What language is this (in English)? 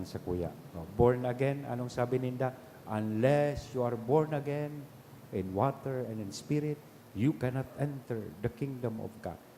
Bikol